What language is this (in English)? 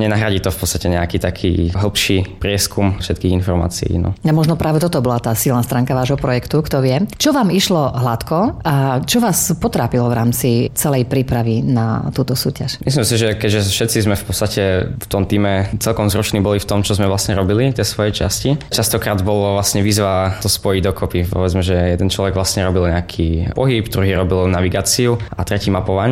Slovak